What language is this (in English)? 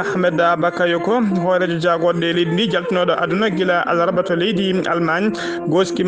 Fula